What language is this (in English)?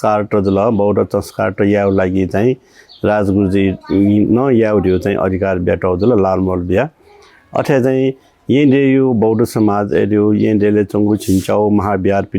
Newari